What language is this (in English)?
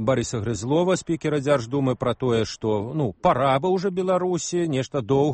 Belarusian